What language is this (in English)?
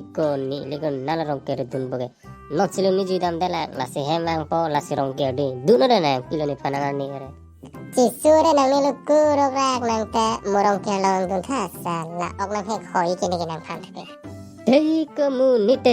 Karbi